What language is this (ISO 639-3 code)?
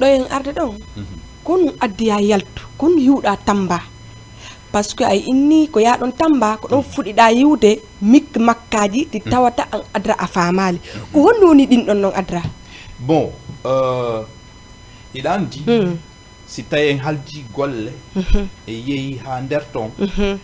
ful